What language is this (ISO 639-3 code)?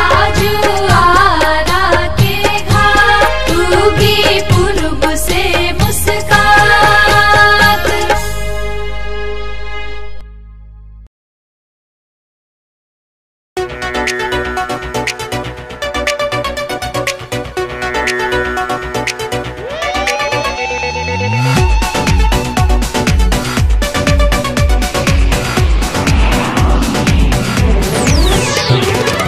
bho